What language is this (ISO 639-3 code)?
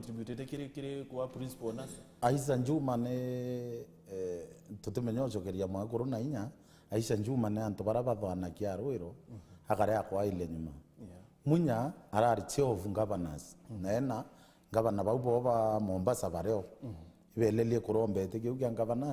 mer